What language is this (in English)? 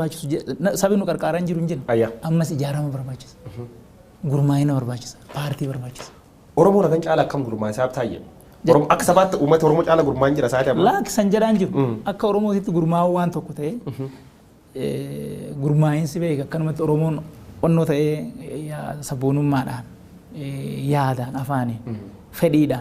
Oromo